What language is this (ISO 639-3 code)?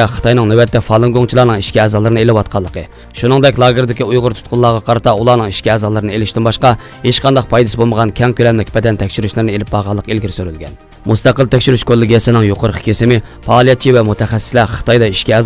uig